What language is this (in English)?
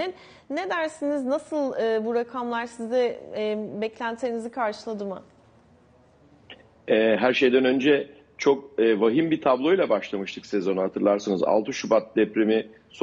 Turkish